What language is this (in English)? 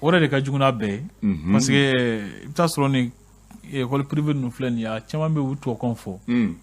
Bambara